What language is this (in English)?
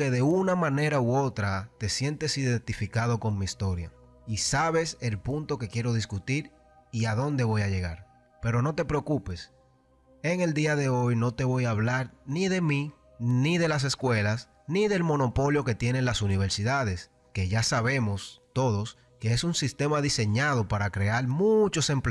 Spanish